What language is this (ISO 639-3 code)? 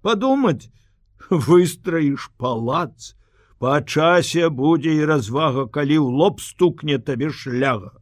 bel